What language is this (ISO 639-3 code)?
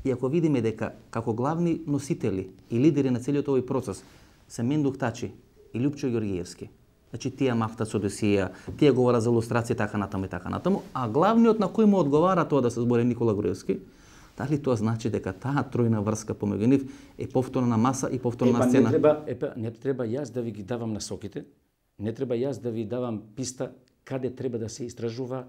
mkd